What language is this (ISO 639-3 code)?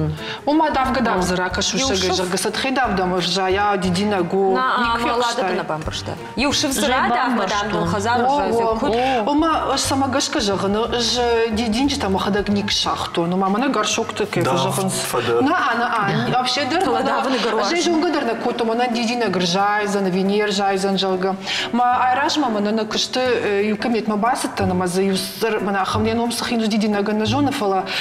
oss